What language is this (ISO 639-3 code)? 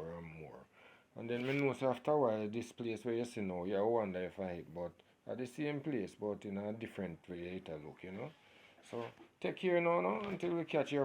jam